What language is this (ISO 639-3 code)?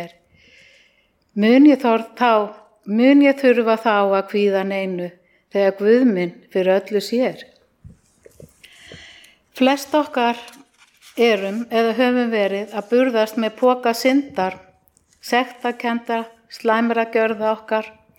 isl